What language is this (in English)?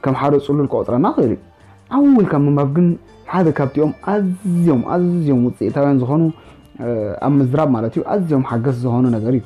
Tigrinya